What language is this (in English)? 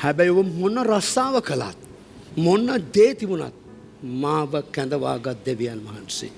Sinhala